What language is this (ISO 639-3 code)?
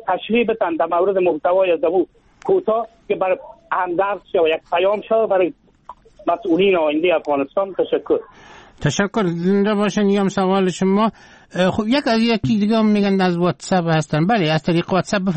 fas